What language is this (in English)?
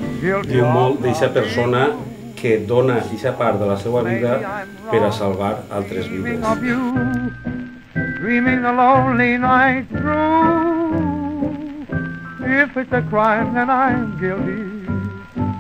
Catalan